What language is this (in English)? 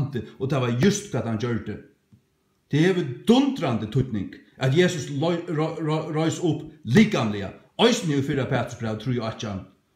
Faroese